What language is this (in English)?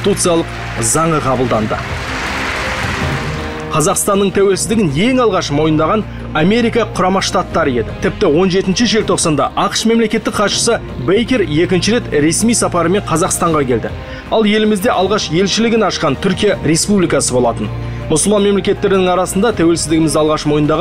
Kazakh